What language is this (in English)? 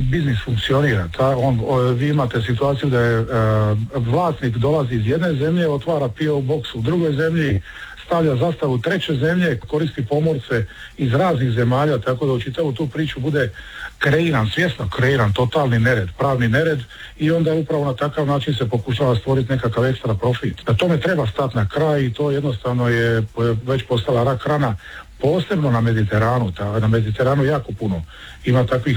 Croatian